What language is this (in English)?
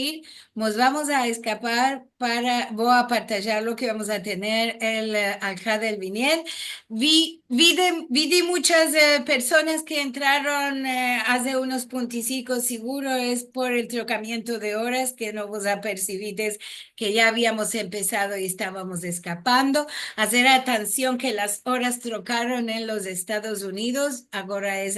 Ladino